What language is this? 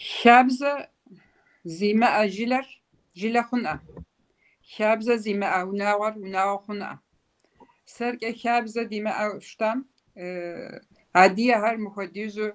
Kabardian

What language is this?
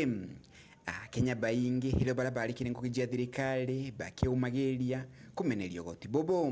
Meru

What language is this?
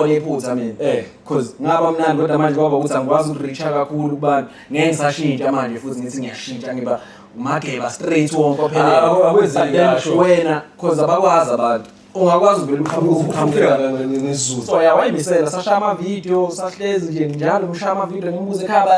Zulu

